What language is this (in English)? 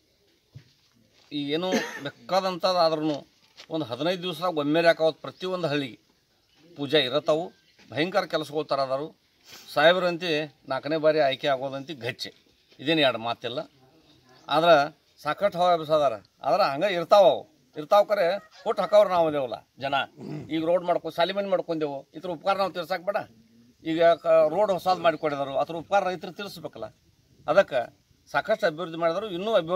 Kannada